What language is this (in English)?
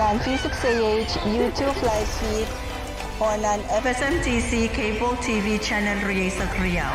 Pohnpeian